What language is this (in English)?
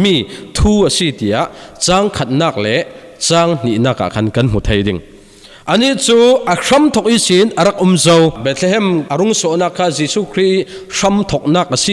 Falam Chin